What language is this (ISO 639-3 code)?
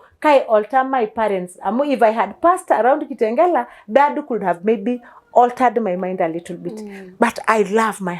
mas